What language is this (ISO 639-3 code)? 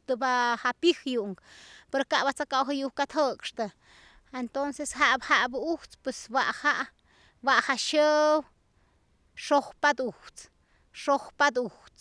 slv